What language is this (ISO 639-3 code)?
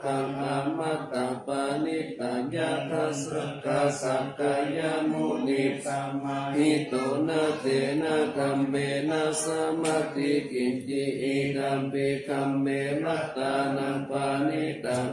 pli